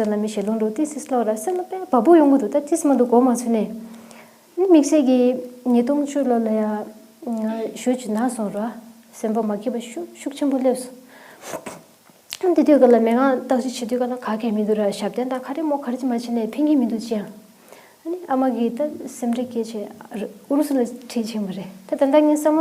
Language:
Tibetan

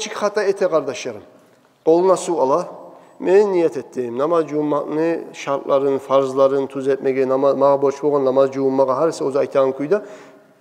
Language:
Kumyk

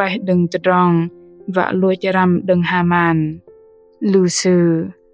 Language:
Bahnar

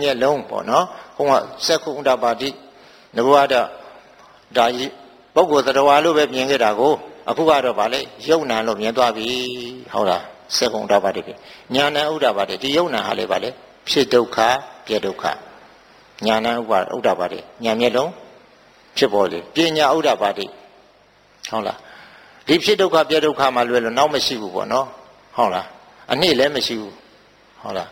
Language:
Burmese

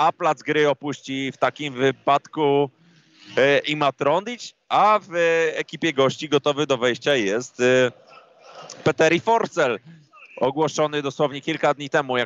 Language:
Polish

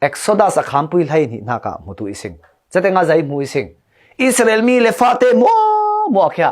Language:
Falam Chin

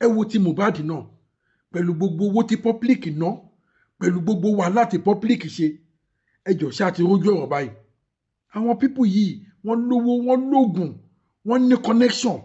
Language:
Yoruba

